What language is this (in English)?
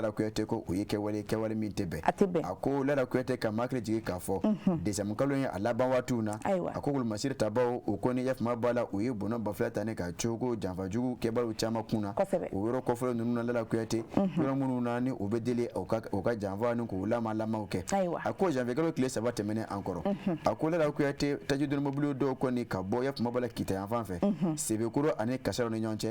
Bambara